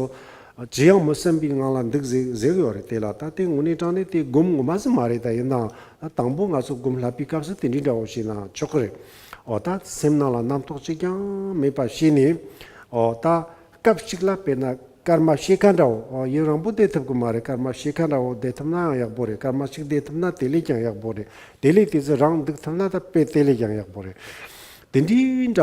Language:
Tibetan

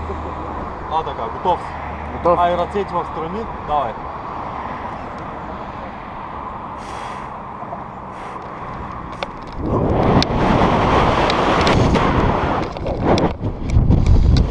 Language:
Bulgarian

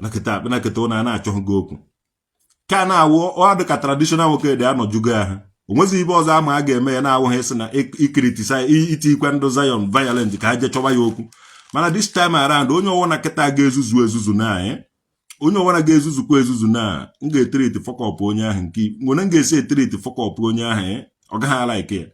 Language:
Igbo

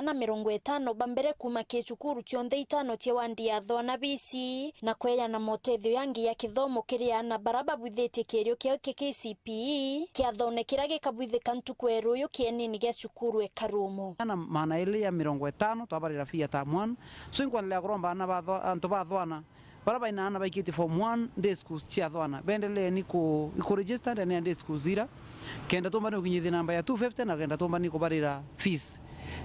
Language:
Meru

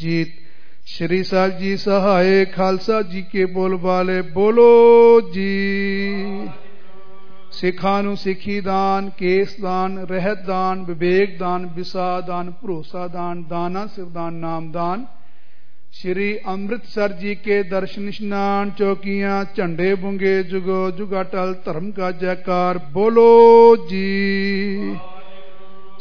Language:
Punjabi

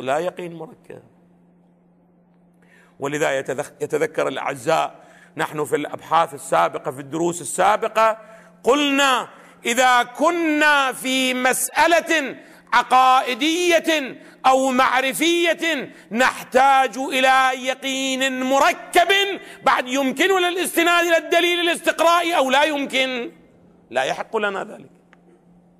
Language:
Arabic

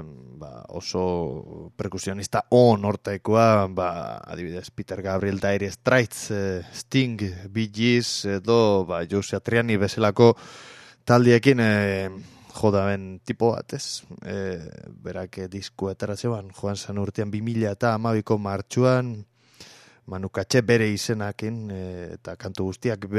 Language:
Basque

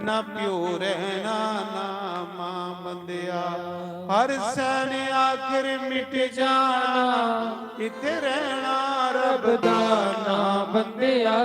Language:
Dogri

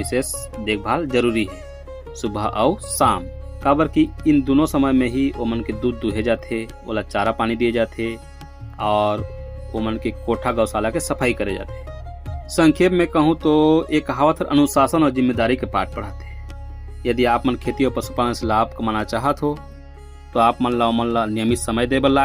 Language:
Chhattisgarhi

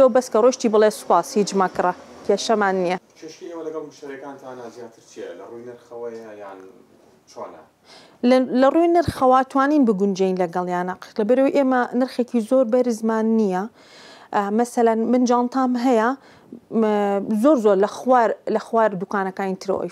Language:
Central Kurdish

